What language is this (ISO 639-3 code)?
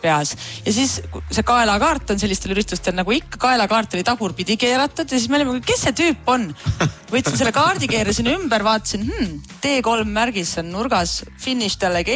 est